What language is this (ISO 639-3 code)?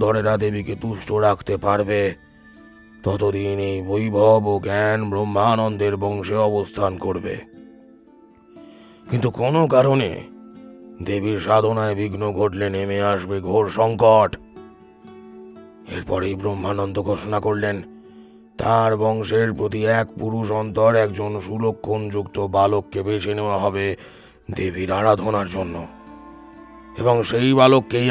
ben